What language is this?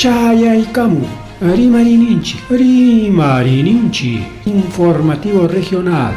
Ayacucho Quechua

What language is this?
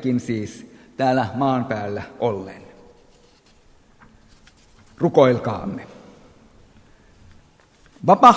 Finnish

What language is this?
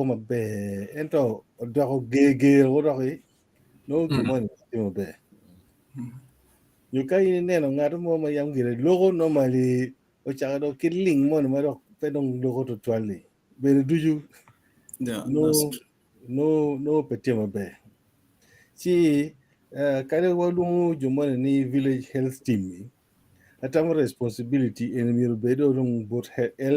Acoli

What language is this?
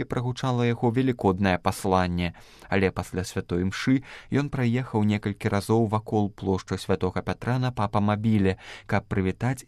Belarusian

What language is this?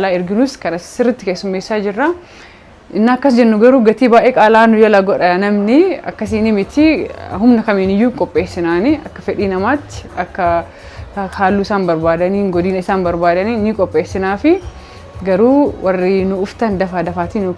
Oromo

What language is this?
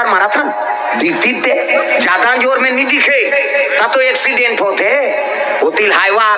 Chhattisgarhi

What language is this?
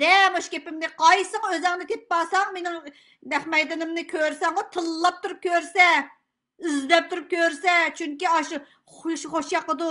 Uyghur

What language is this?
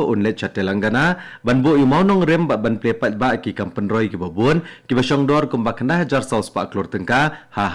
Khasi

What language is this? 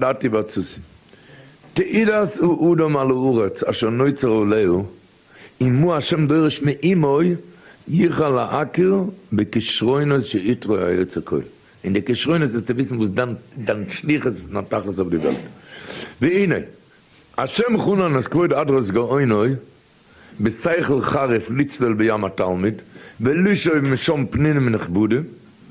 Yiddish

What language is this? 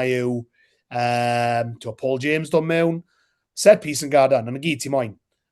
Welsh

